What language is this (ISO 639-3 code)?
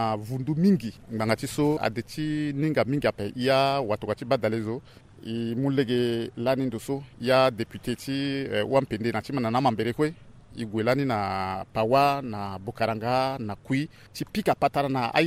sag